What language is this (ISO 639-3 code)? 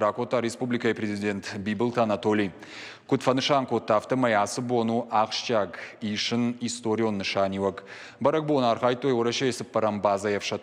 oss